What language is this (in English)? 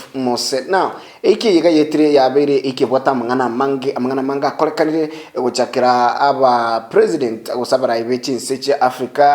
Gusii